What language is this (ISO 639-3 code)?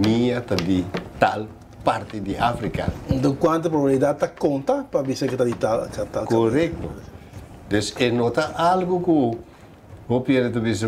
pap